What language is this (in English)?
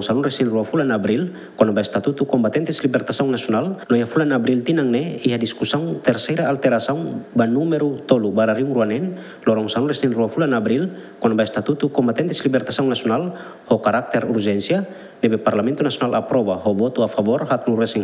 Tetum